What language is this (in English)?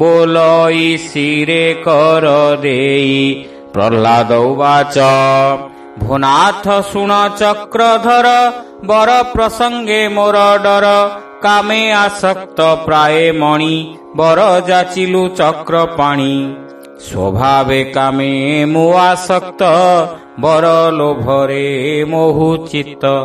Odia